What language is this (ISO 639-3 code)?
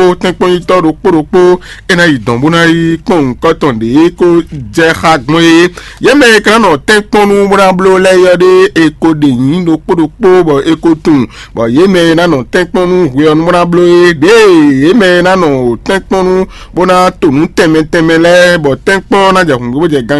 fon